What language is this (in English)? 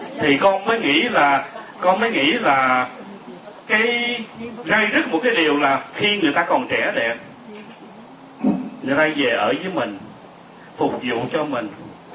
Vietnamese